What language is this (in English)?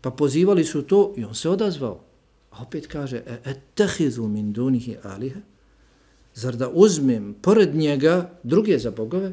Bosnian